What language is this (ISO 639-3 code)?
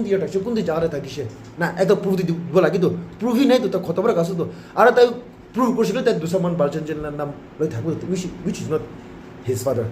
nag